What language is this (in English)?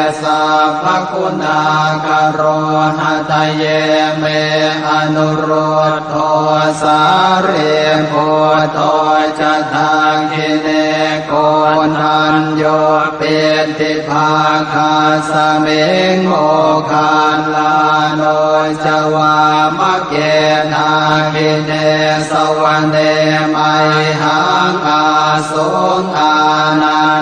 Pali